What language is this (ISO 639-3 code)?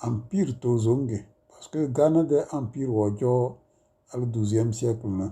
kdh